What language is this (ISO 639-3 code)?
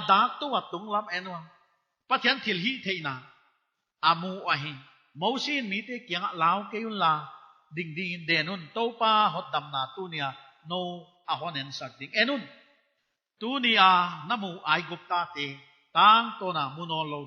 pck